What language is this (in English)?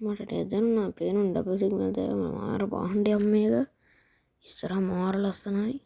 Sinhala